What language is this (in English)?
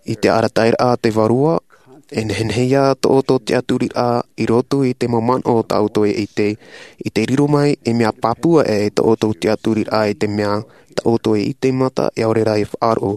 Tahitian